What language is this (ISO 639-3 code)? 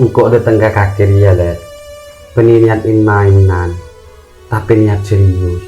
mad